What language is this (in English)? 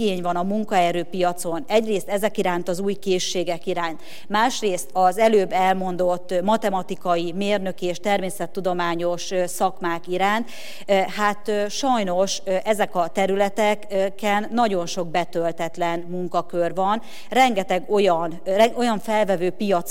Hungarian